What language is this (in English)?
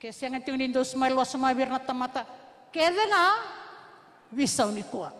Fijian